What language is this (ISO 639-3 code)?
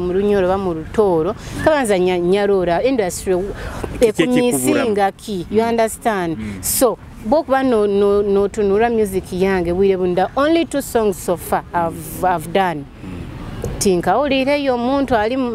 nyo